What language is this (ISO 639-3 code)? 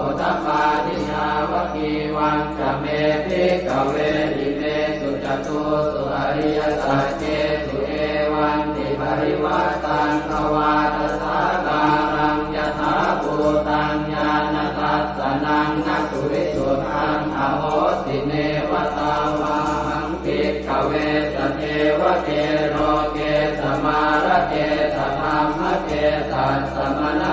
pli